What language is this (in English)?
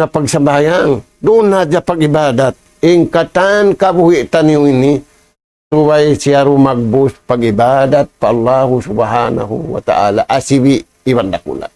Tausug